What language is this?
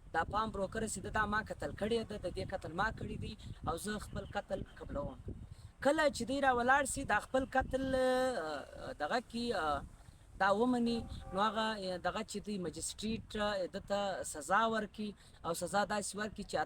Pashto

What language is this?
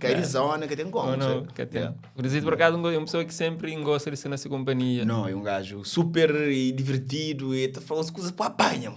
Kabuverdianu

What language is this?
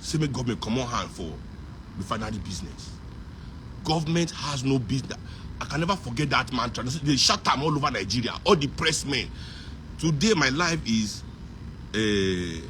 Nigerian Pidgin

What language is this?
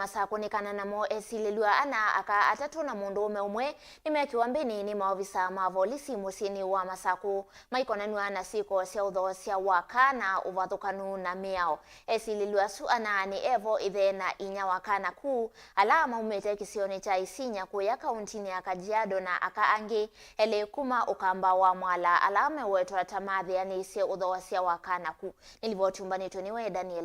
Kamba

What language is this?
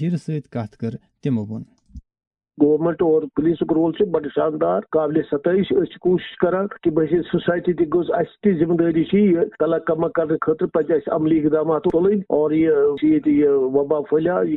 Kashmiri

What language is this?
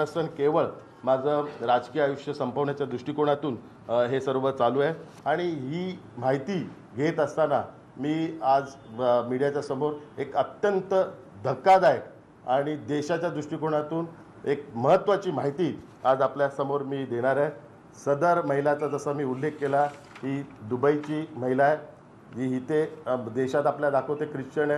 Marathi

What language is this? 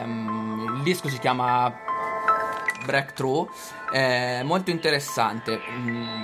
Italian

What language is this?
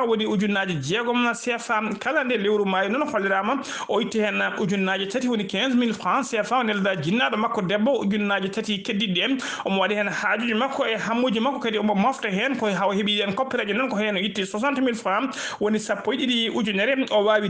Fula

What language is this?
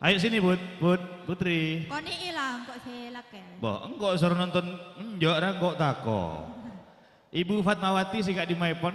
Madurese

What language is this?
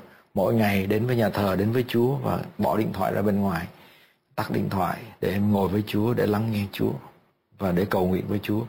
Vietnamese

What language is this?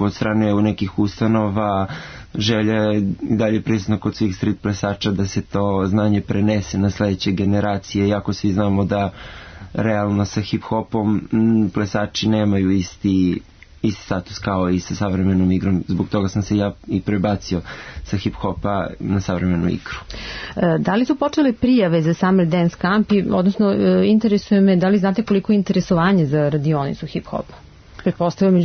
Serbian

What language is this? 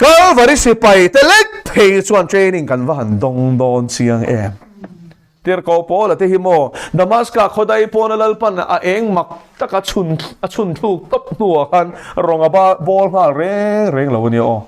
Mizo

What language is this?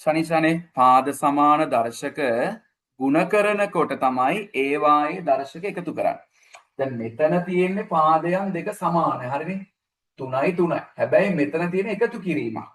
Sinhala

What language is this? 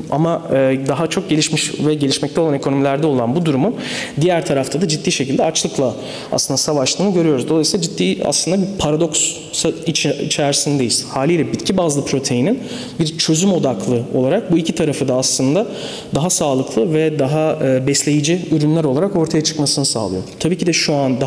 Turkish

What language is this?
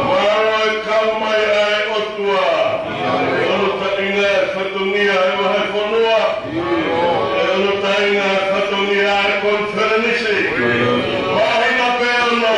Tongan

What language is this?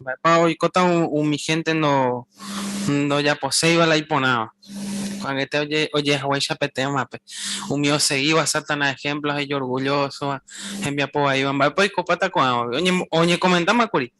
Guarani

